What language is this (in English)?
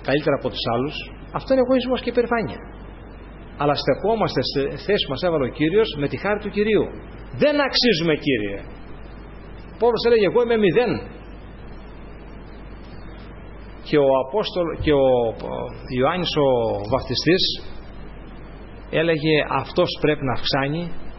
Greek